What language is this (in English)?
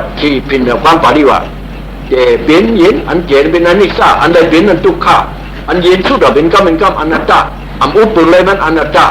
Shan